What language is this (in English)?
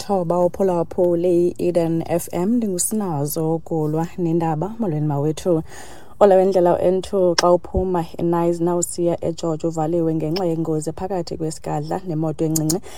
Xhosa